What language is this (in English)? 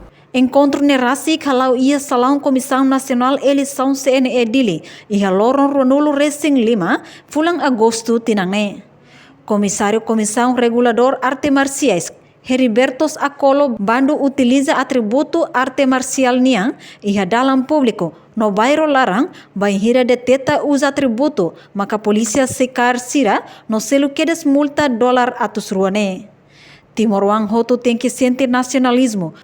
Tetum